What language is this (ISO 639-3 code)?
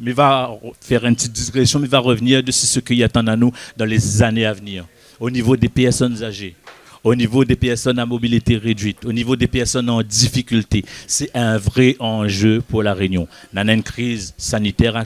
rcf